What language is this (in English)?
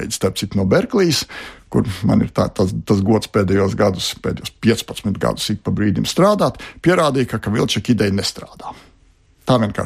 Latvian